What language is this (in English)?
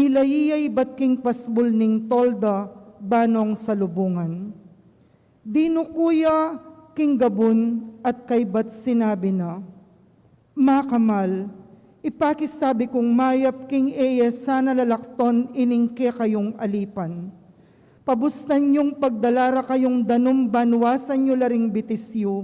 Pampanga